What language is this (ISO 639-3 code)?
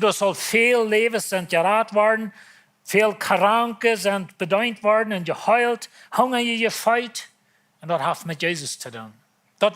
pdt